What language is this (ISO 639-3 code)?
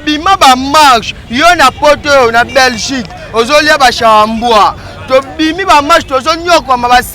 lin